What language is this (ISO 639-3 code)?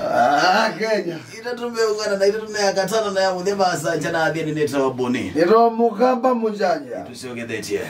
kam